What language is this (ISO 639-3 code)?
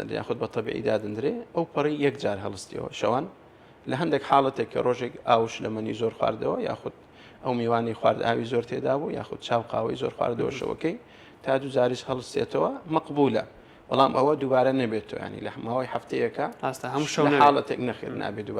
ckb